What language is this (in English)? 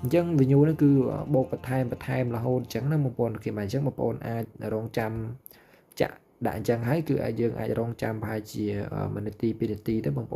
Khmer